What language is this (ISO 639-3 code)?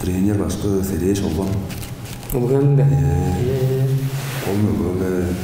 tyv